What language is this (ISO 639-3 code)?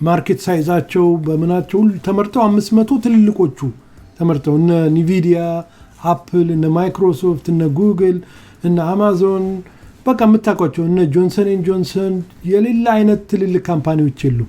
amh